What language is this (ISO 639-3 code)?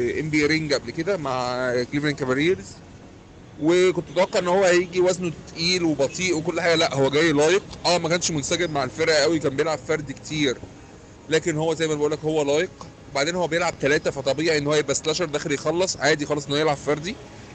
arz